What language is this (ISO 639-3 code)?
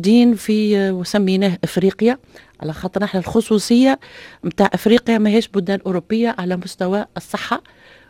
aeb